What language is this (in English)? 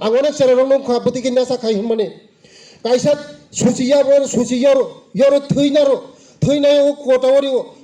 Kok Borok